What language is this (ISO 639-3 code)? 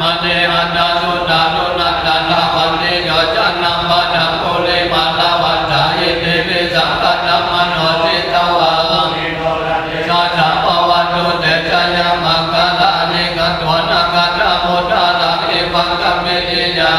pli